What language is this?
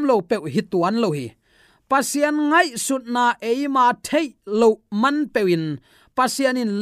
Tedim Chin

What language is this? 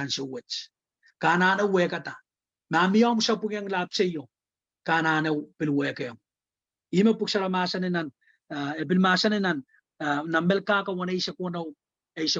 Pohnpeian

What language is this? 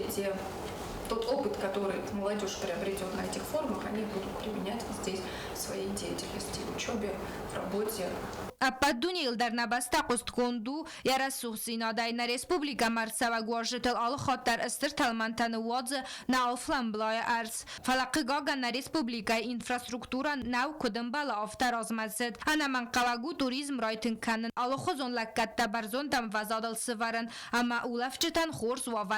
Ossetic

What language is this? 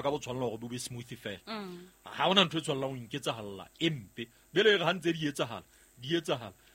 Southern Sotho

